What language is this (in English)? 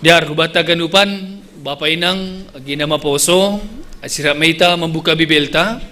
Batak Simalungun